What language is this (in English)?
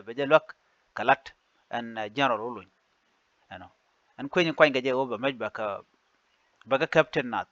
Nuer